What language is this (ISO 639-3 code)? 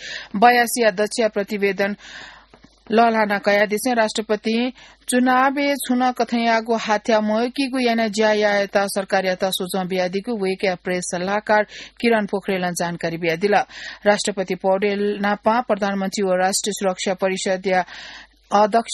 new